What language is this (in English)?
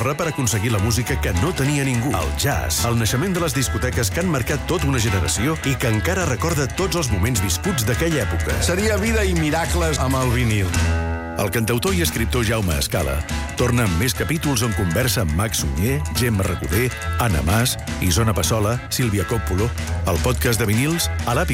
Catalan